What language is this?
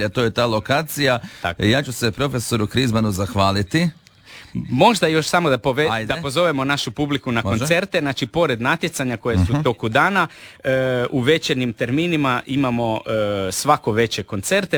Croatian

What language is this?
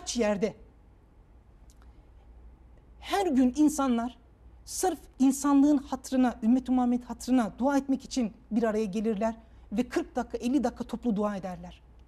Turkish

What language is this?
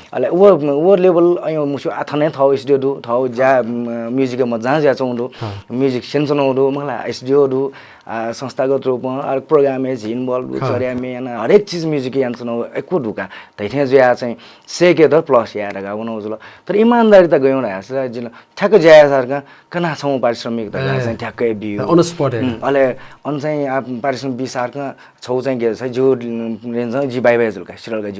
Newari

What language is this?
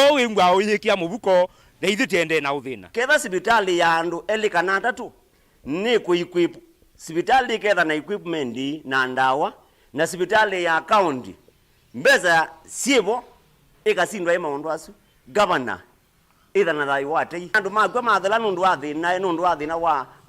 Kamba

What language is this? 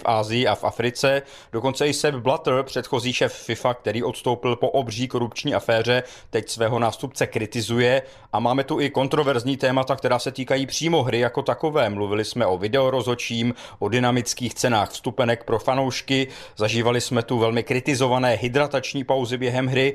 Czech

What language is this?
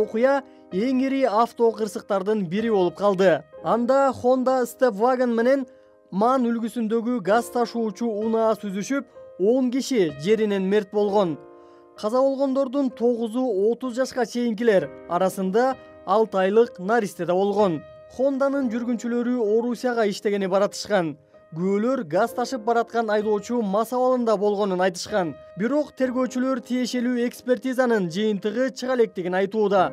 Kyrgyz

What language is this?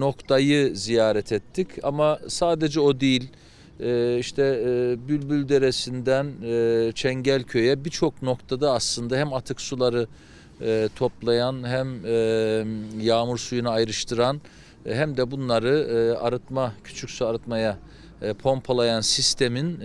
Turkish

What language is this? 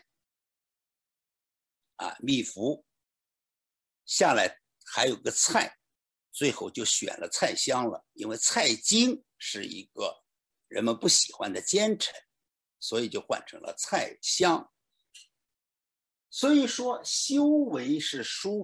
Chinese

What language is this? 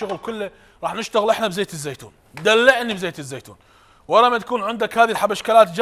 Mesopotamian Arabic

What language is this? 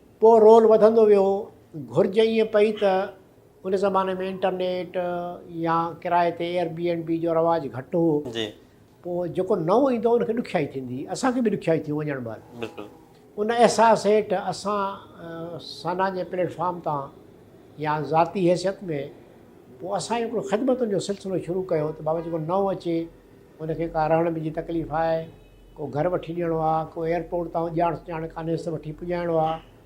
Sindhi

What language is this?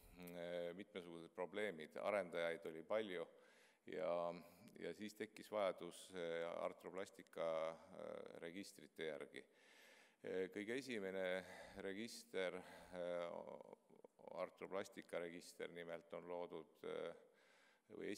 Estonian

